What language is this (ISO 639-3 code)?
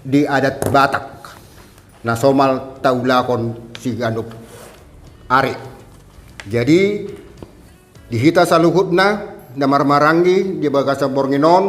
bbc